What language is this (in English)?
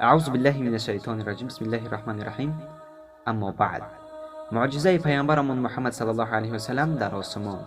Tajik